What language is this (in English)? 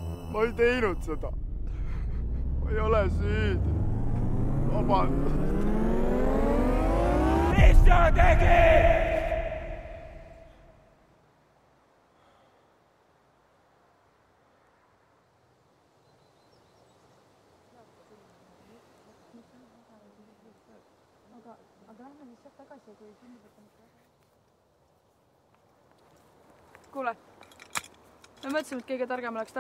Estonian